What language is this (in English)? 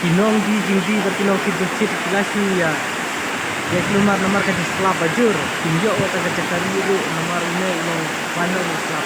Khasi